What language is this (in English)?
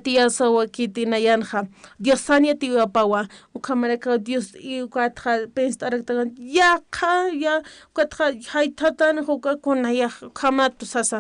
Aymara